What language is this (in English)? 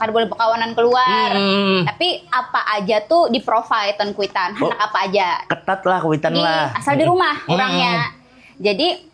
Banjar